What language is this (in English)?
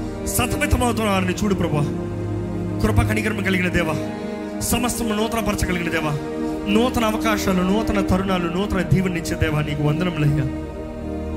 Telugu